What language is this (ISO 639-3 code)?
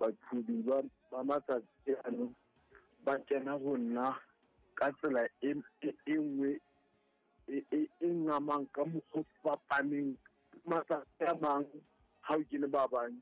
sot